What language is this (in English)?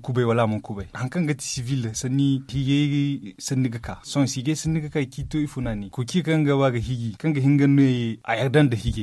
Zarma